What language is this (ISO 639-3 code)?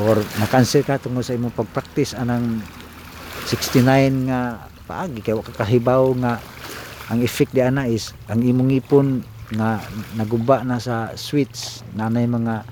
ceb